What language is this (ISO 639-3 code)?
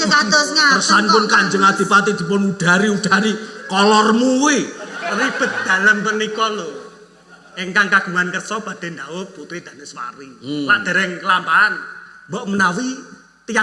jav